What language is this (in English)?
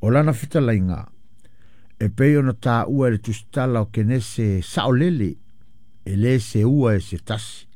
Samoan